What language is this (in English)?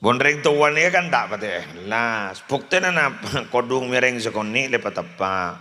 Madurese